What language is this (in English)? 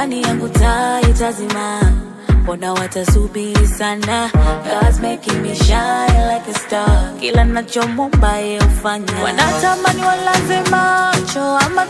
Swahili